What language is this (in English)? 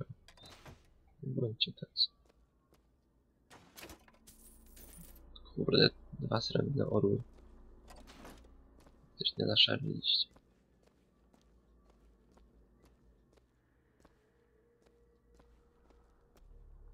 Polish